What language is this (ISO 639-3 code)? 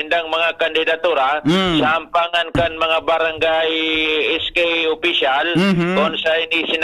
bik